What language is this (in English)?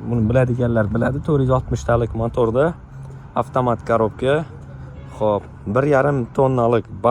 Uzbek